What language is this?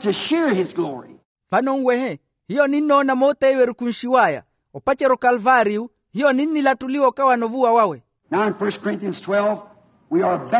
Makhuwa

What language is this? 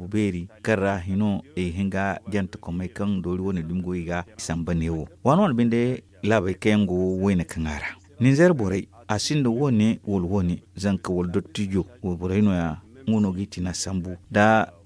Zarma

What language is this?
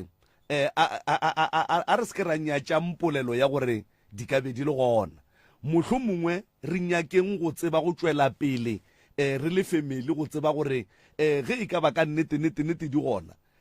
Northern Sotho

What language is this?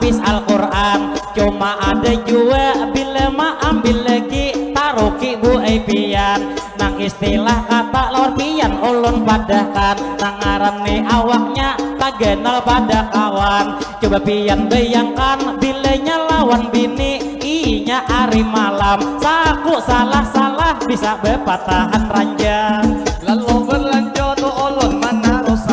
Banjar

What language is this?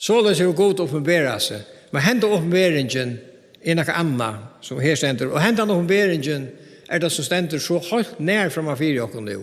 Faroese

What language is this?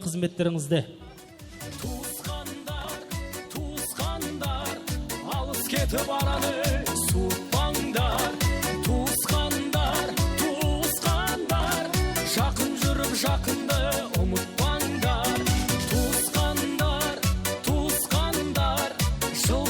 Kara-Kalpak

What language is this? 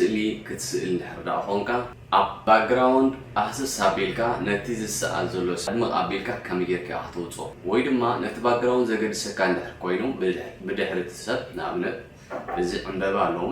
Tigrinya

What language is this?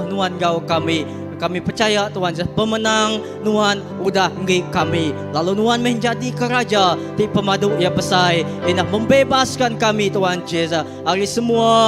Iban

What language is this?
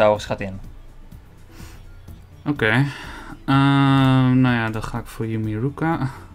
Dutch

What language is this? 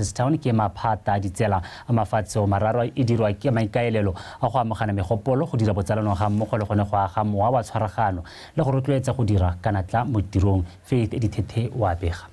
Tswana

